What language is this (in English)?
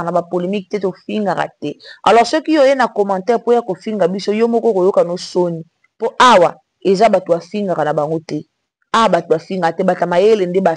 Lingala